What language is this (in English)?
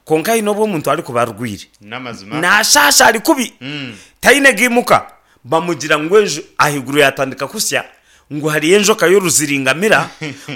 Nyankole